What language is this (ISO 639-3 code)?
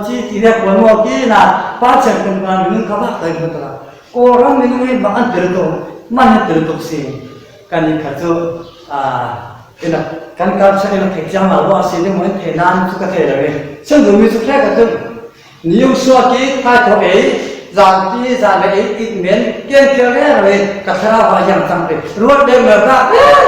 cfm